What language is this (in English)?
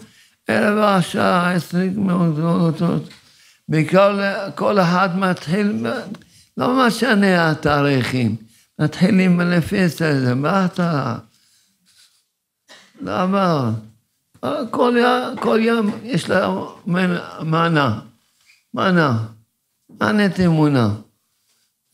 Hebrew